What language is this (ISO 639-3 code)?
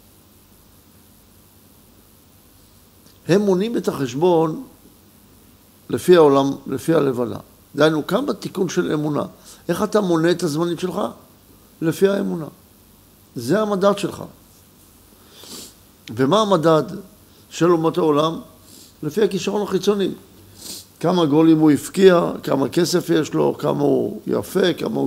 heb